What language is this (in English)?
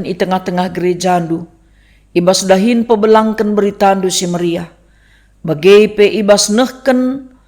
Batak Karo